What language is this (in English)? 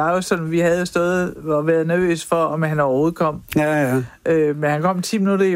Danish